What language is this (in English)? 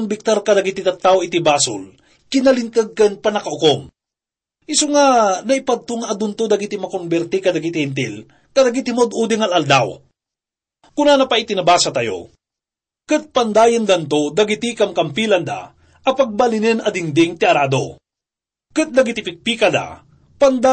Iloko